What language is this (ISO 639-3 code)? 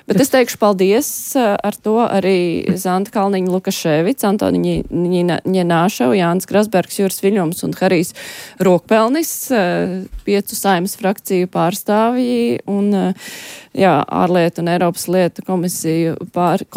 lav